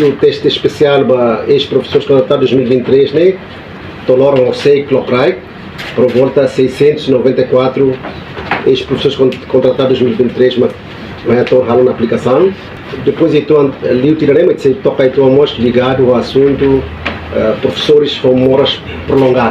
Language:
Tetum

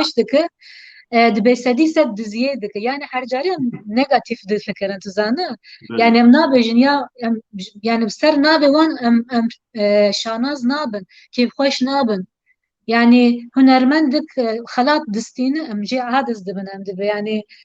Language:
Kurdish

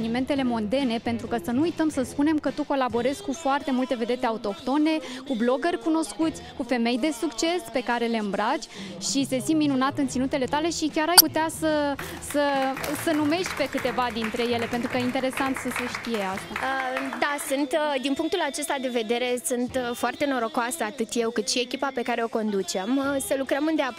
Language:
Romanian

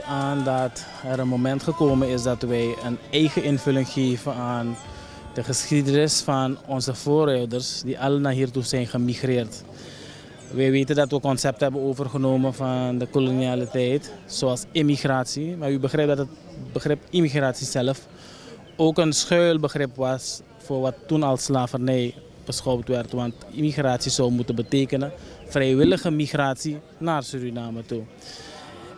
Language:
Dutch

